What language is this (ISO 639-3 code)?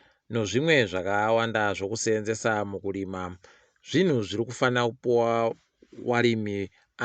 ndc